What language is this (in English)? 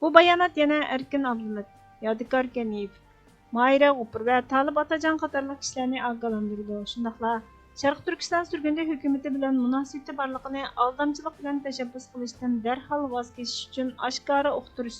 Uyghur